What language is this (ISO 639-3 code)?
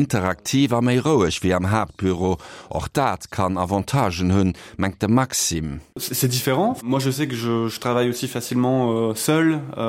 ltz